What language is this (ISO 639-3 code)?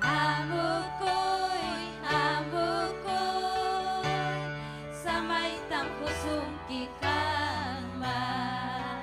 quy